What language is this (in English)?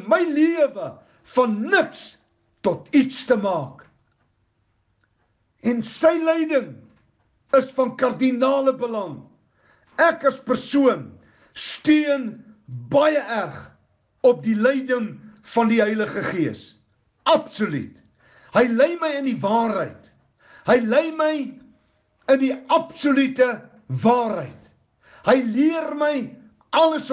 Afrikaans